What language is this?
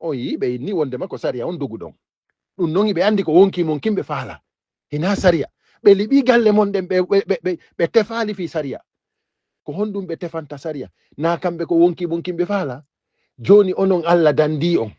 Fula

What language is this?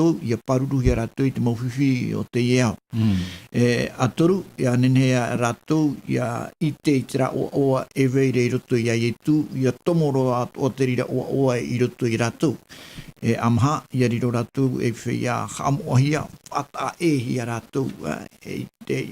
Tahitian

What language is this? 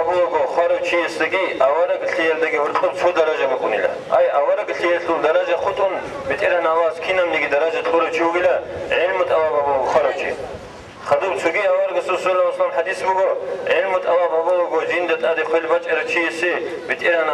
Avaric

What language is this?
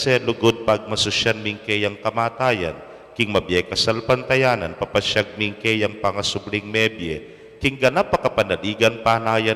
Pampanga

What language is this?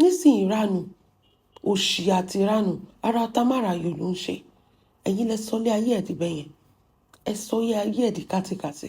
Yoruba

